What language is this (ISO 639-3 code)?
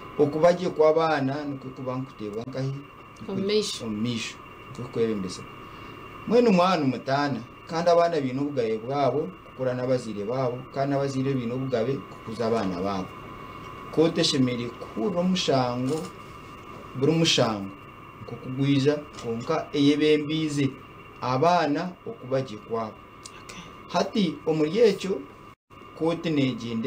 nyn